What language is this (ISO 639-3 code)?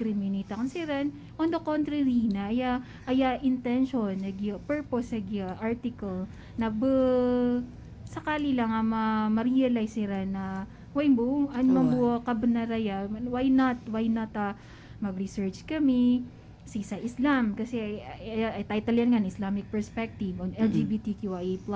mrw